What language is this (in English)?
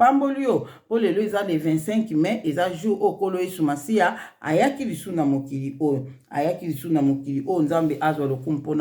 Lingala